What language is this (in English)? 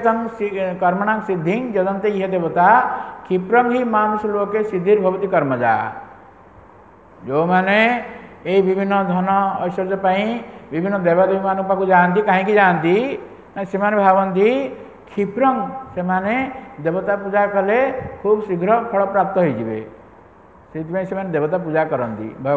Odia